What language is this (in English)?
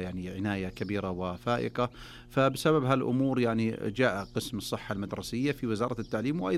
Najdi Arabic